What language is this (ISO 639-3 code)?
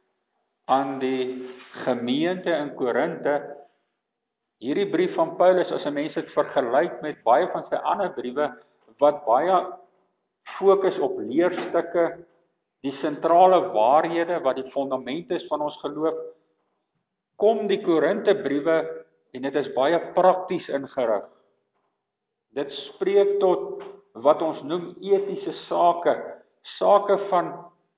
afr